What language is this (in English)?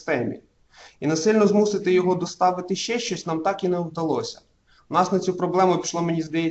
Ukrainian